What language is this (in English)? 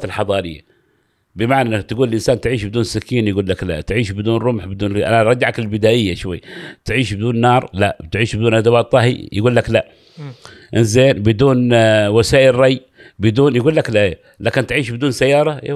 Gulf Arabic